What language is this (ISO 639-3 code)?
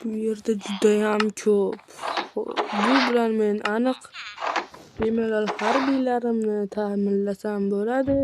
uzb